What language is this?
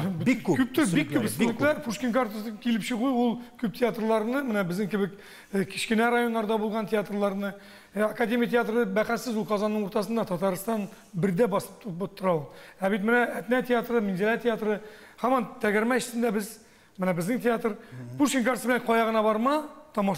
Tatar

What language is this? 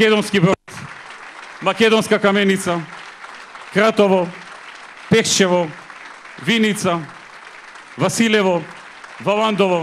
Macedonian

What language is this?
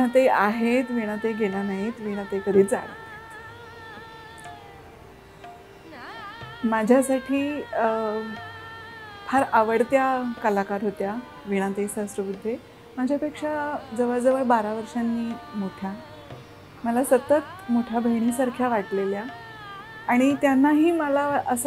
Marathi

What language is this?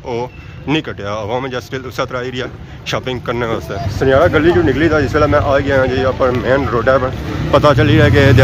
Pahari-Potwari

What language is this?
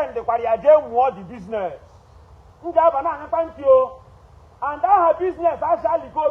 Igbo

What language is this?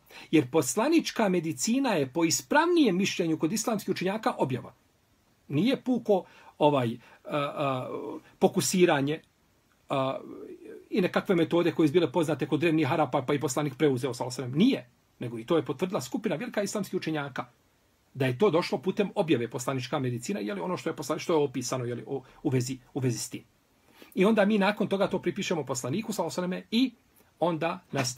Bosnian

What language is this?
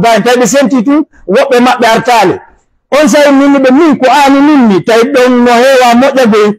Pular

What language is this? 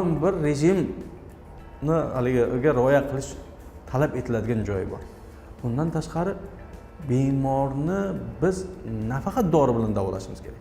Uzbek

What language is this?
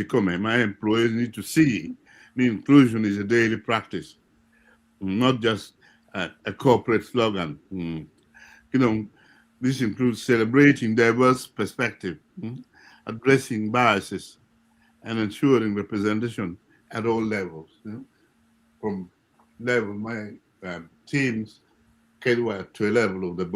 Acoli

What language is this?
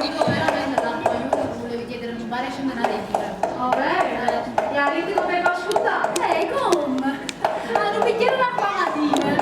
Neapolitan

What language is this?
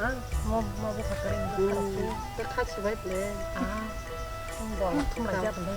Kok Borok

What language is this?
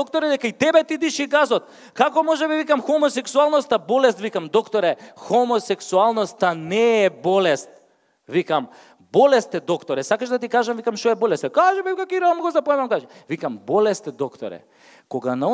Macedonian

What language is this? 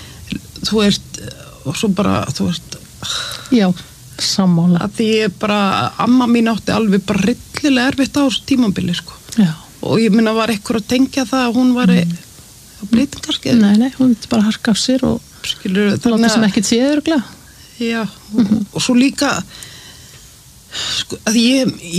Icelandic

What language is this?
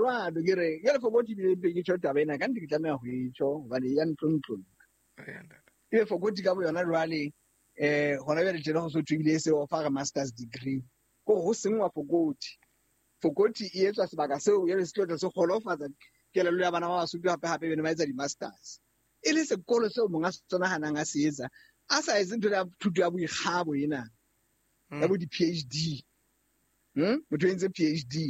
Southern Sotho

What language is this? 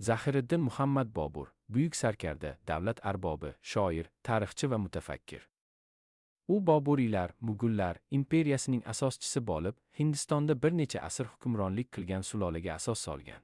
Uzbek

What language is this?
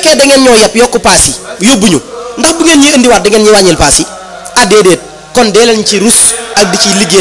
Wolof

